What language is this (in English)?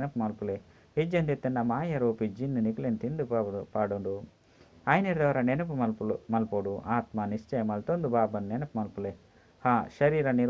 Tulu